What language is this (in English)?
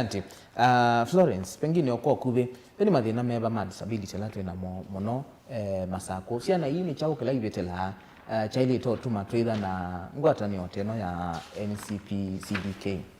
Kamba